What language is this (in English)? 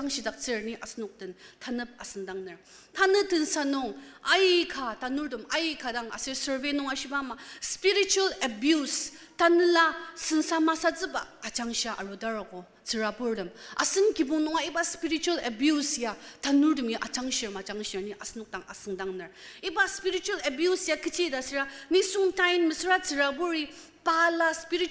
Ao Naga